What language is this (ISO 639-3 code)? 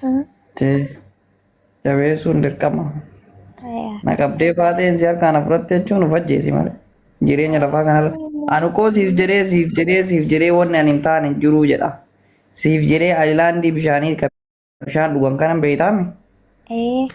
orm